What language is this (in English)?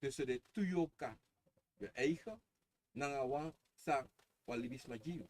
Sranan Tongo